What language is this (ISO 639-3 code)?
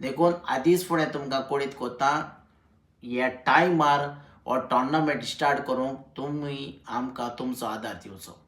kok